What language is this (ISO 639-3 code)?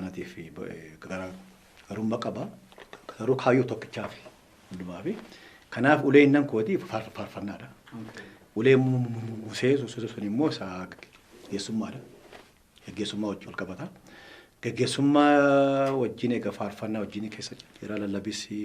orm